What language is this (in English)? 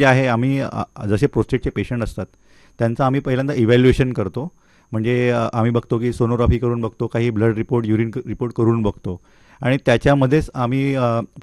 Marathi